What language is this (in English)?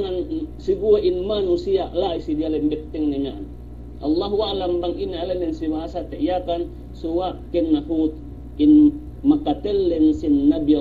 Yakan